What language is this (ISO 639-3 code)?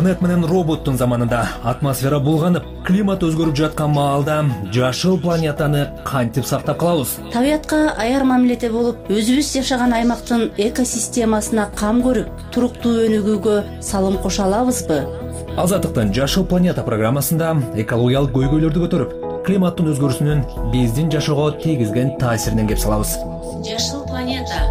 kir